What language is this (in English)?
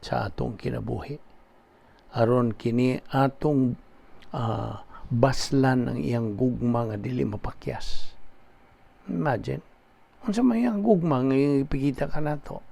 Cebuano